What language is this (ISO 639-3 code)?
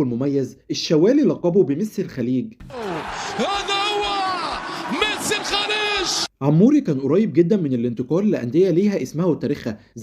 arz